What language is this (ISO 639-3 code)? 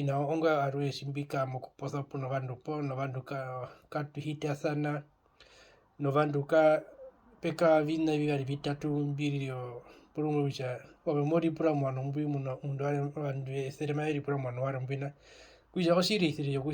her